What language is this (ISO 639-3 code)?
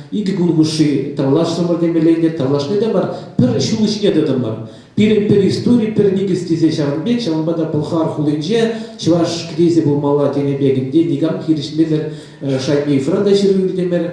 chv